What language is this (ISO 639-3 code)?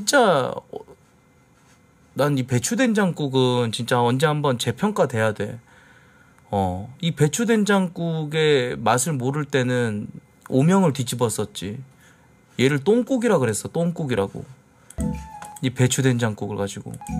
kor